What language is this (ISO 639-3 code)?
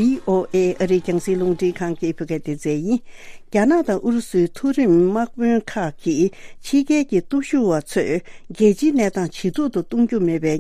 bod